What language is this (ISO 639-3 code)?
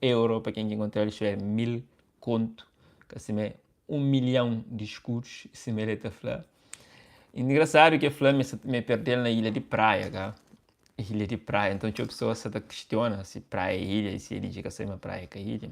kea